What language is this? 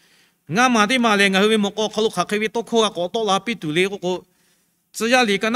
Lahu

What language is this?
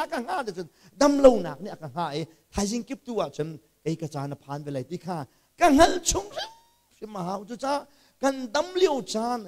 Hakha Chin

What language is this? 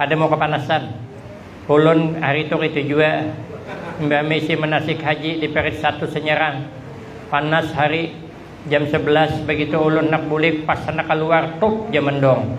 Banjar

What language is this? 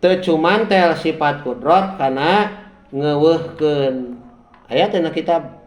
Sundanese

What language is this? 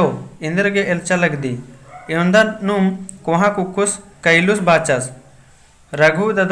Kurukh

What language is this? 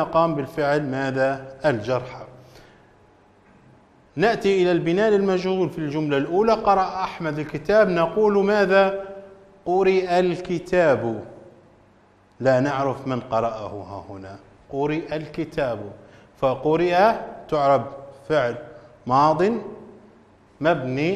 Arabic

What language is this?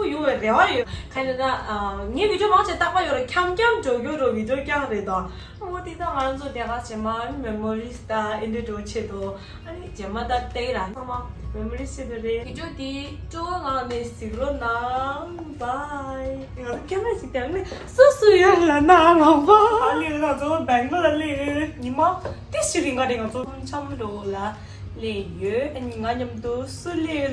Tibetan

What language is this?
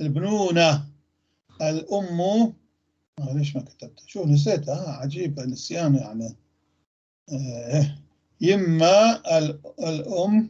North Levantine Arabic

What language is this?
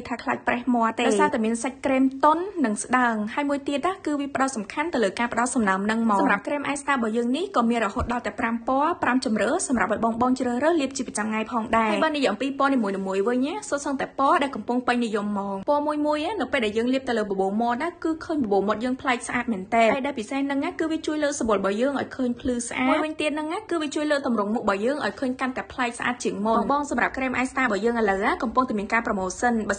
Khmer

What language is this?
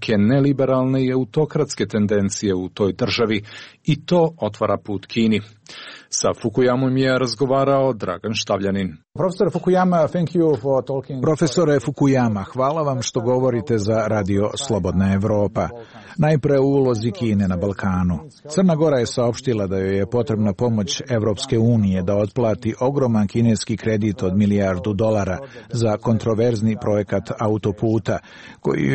Serbian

